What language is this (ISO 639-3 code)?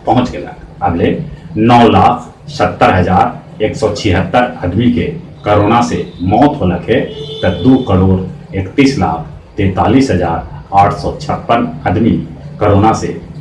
mag